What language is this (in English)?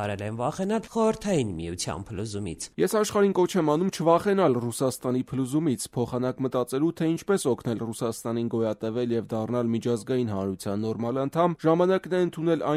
Armenian